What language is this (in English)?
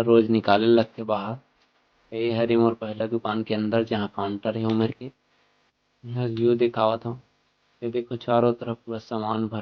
Chhattisgarhi